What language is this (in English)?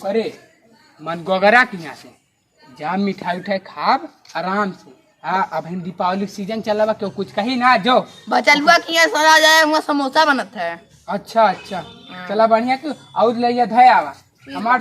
Awadhi